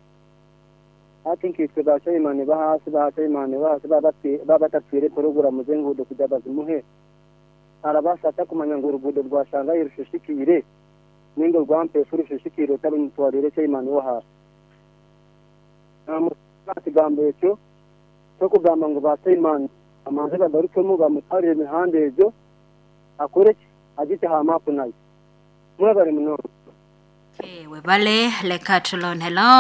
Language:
Kinyarwanda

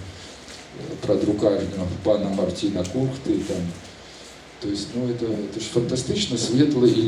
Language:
Belarusian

